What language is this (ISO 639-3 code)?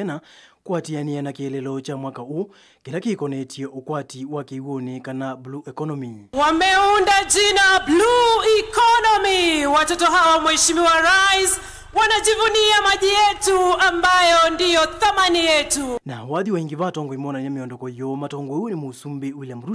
kam